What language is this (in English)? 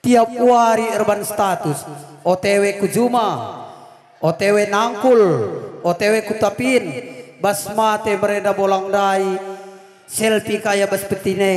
Batak Karo